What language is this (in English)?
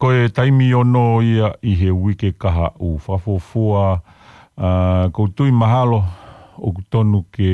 Tongan